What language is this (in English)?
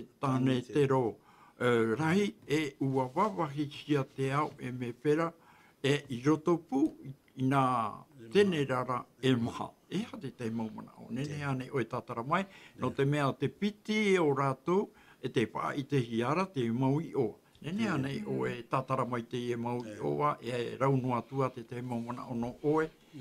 Tahitian